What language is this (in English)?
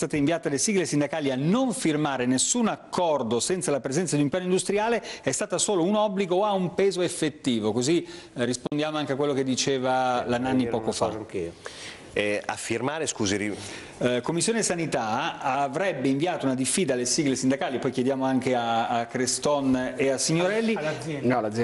Italian